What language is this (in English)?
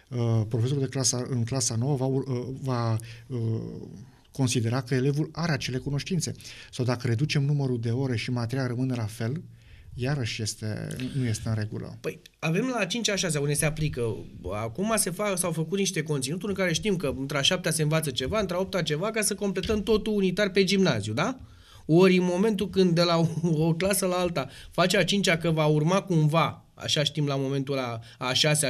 Romanian